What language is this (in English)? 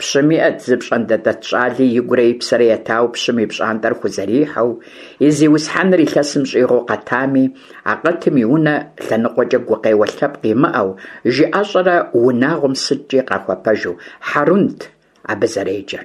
Kabardian